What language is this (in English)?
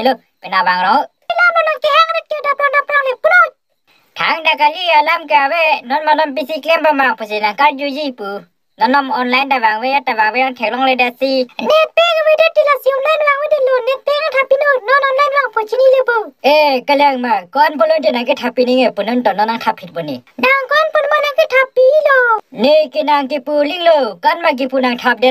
Karbi